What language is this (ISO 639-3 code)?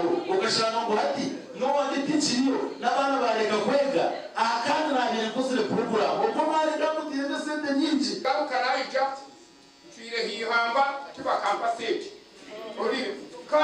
nyn